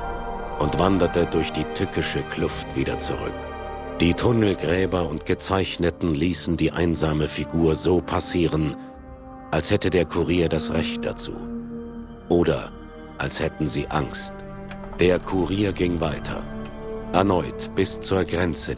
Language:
Bavarian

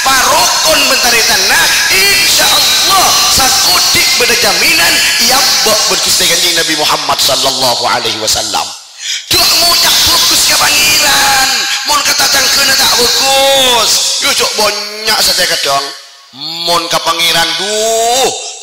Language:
Madurese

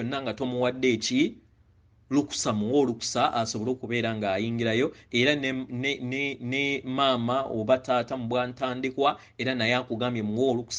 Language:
Ganda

